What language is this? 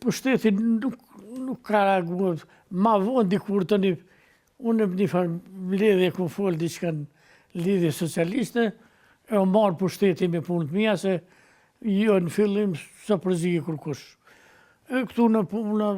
Albanian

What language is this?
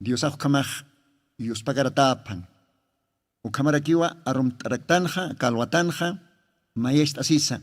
Aymara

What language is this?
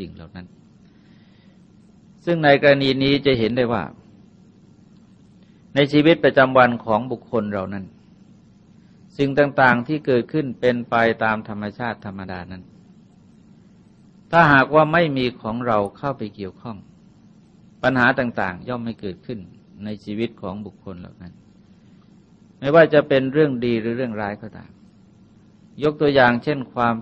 Thai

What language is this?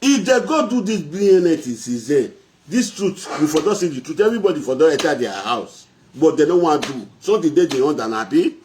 Nigerian Pidgin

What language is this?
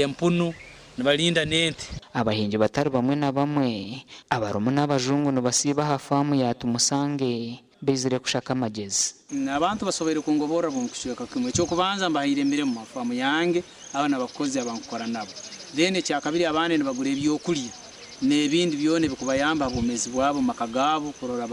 Nyankole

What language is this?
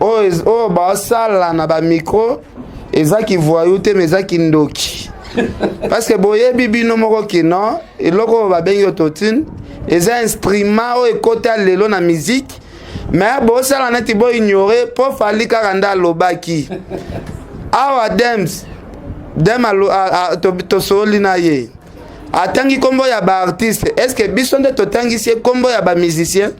Lingala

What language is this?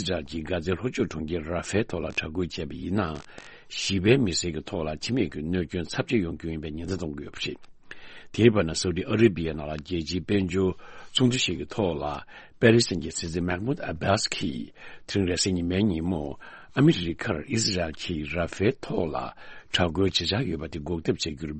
Tibetan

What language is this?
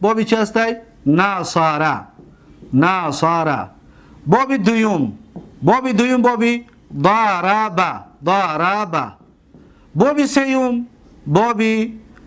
Tajik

